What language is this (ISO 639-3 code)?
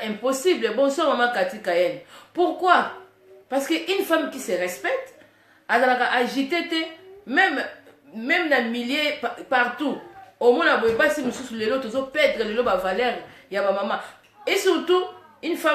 lin